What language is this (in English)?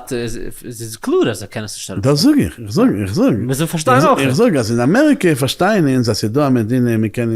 Yiddish